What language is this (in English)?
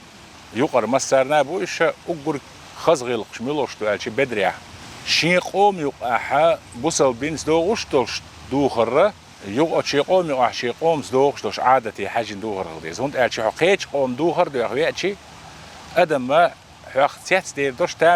Chechen